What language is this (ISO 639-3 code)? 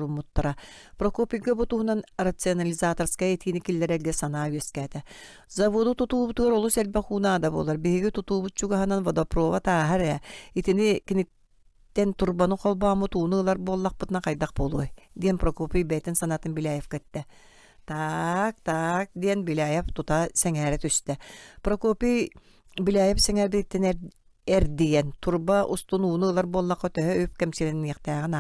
sah